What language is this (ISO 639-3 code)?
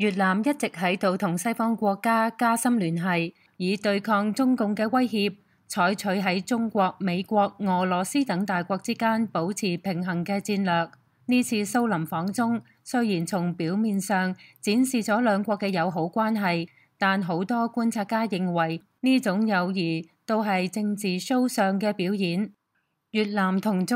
yue